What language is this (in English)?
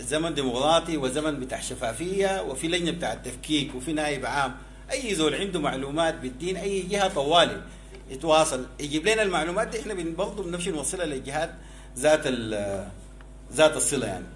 Sudanese Arabic